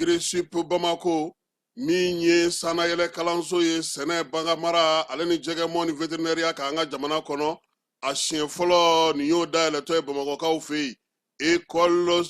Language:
Bambara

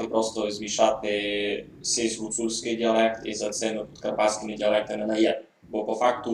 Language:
Rusyn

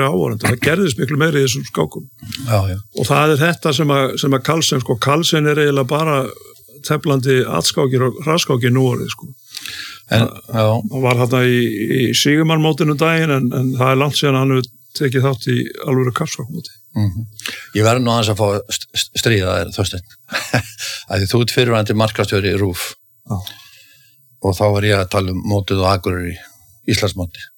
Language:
Icelandic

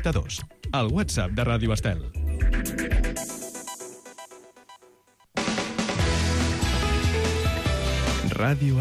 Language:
Catalan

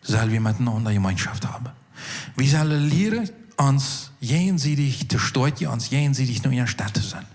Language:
Plautdietsch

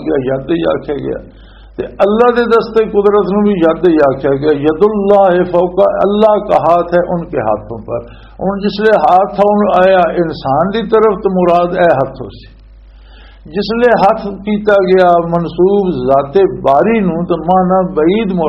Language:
Western Panjabi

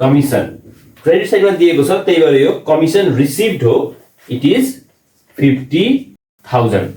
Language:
Nepali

